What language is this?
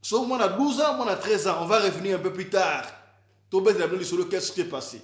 Lingala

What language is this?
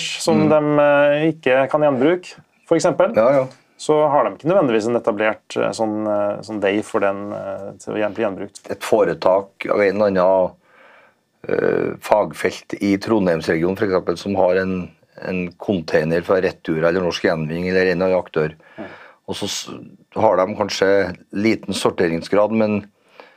Norwegian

